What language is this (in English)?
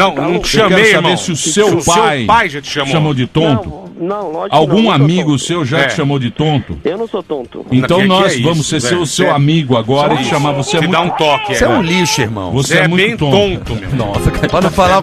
Portuguese